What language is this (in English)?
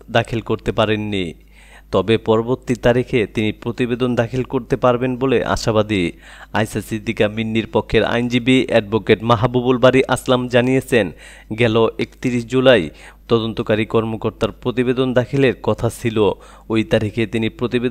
Bangla